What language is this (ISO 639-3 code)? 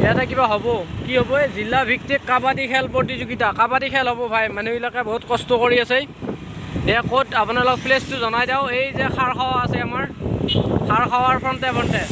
asm